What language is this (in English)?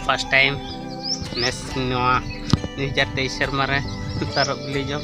Santali